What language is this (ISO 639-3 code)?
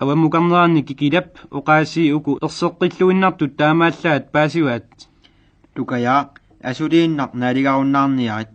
kal